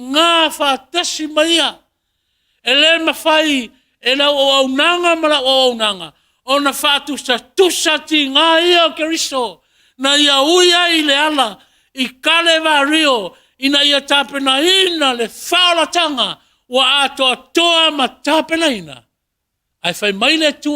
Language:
Samoan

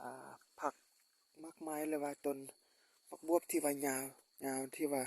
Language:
Lao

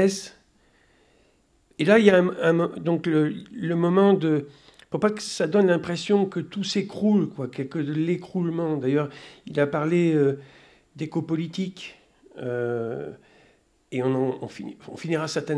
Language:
French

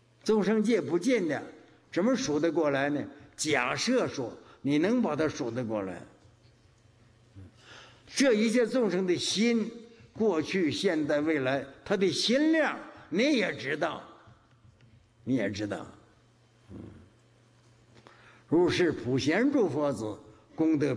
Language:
Chinese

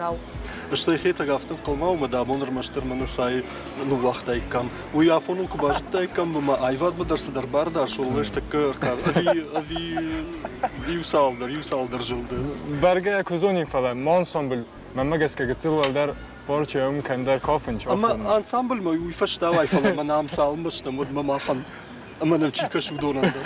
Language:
Ossetic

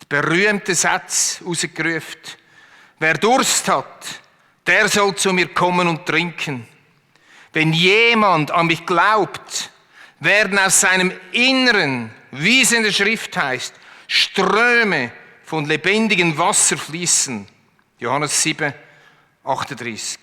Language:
Swiss German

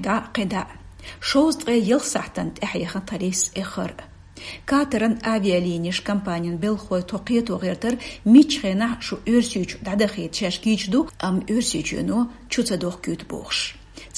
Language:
Chechen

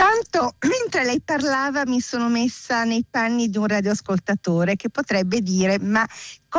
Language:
Italian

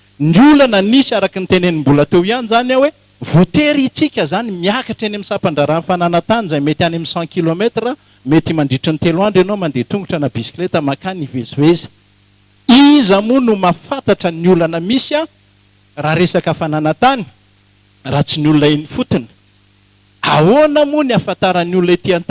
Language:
Malagasy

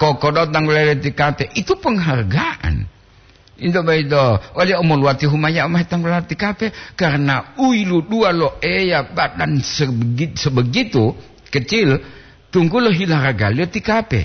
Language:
Gorontalo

